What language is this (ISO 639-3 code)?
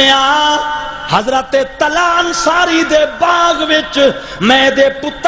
skr